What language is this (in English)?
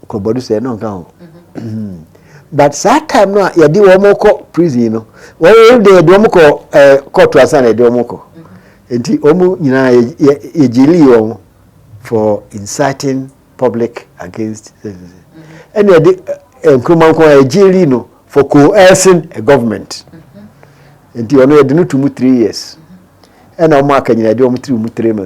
Akan